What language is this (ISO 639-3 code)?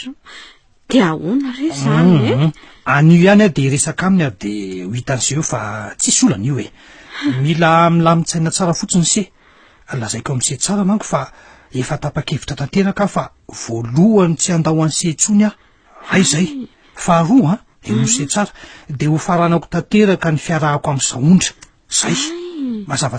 mlg